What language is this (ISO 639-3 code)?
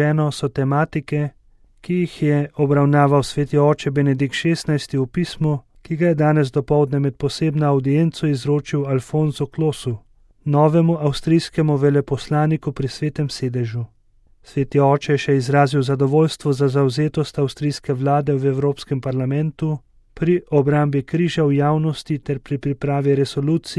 slv